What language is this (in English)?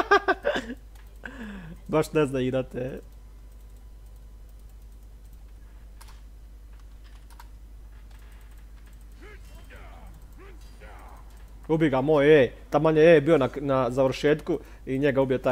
Croatian